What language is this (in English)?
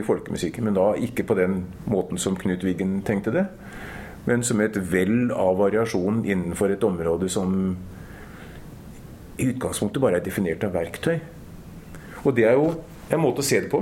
Norwegian